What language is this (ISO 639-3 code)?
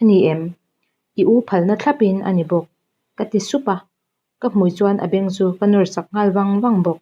lus